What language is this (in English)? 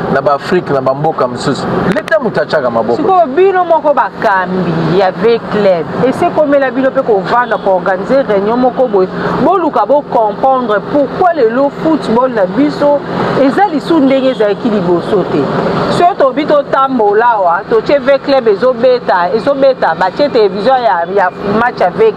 Lingala